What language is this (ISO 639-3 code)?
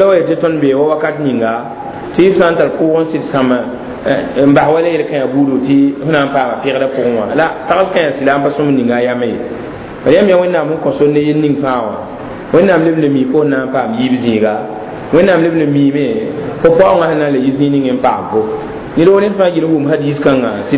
mos